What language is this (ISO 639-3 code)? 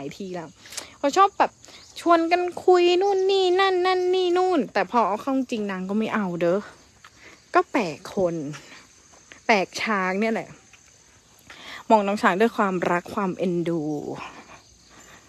tha